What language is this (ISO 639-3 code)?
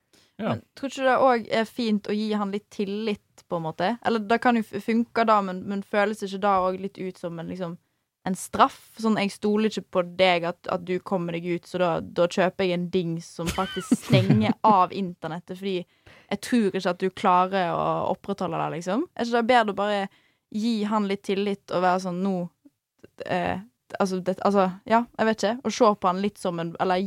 nor